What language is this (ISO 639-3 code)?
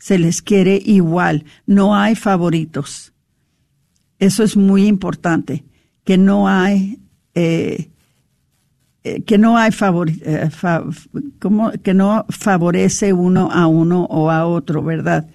spa